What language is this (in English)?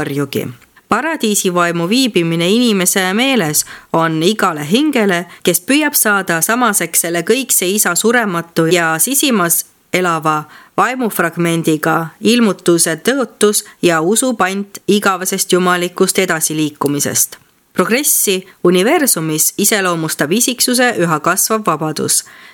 Estonian